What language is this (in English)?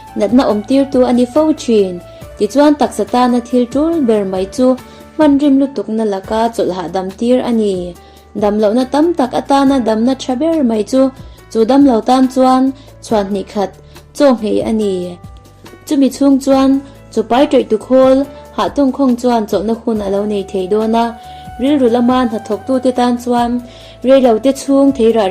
Mizo